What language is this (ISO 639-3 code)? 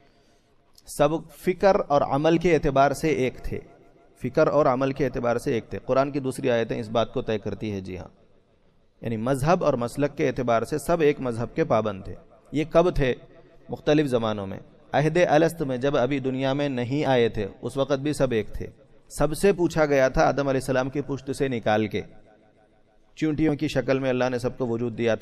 urd